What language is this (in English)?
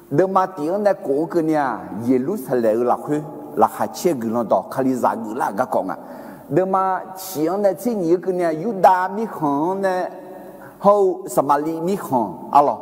Akha